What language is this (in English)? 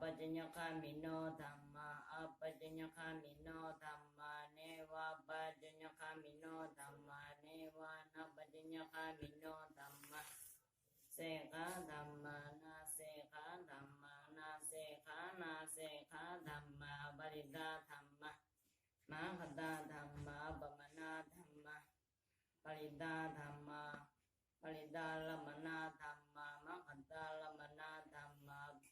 Pali